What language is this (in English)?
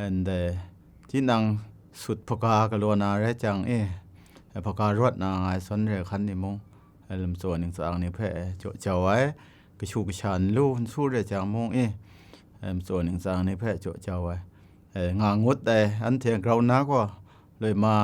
Kachin